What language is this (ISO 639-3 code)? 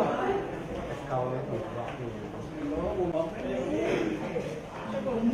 tha